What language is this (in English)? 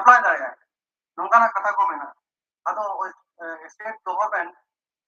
Santali